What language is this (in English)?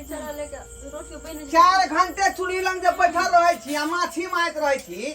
Maithili